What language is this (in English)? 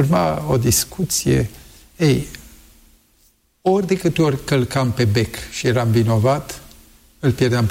Romanian